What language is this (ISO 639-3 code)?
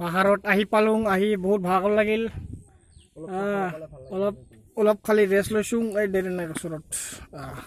asm